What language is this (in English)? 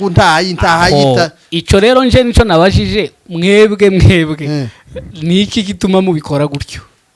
Kinyarwanda